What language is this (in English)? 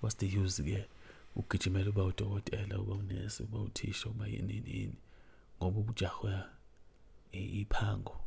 Zulu